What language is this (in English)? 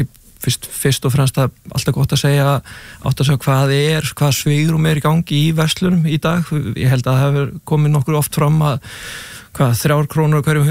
Icelandic